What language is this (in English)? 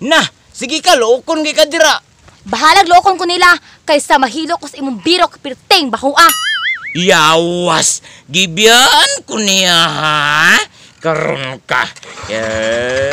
Cebuano